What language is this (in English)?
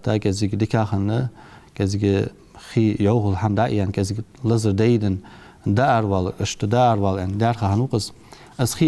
Ingush